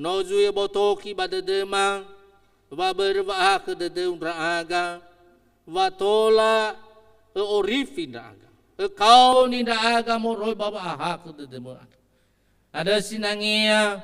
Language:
Nias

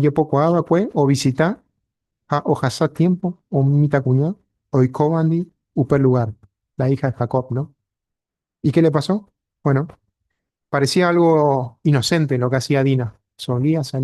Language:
Guarani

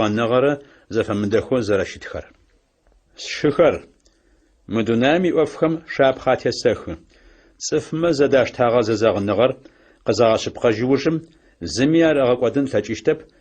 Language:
Adyghe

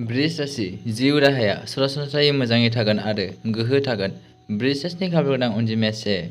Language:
Bodo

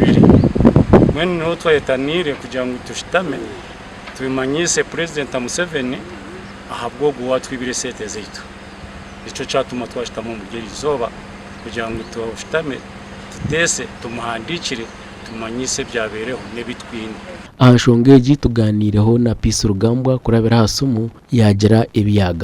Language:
Nyankole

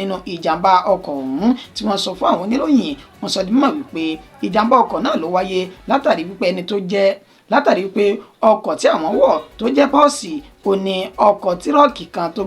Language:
Yoruba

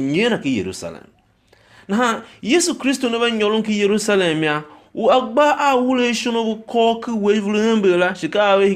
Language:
Tiv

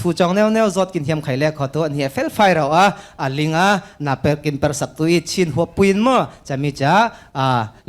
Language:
Falam Chin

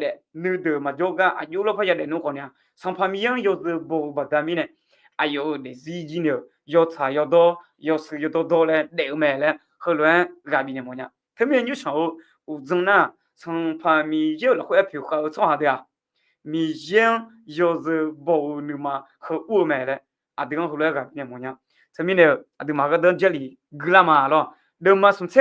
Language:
Akha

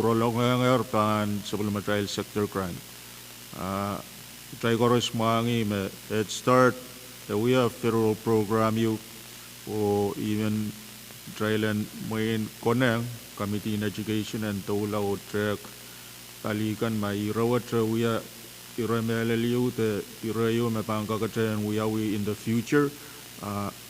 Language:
Pohnpeian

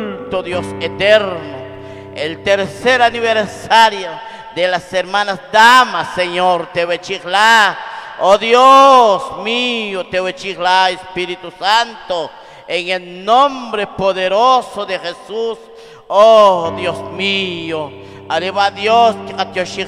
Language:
Spanish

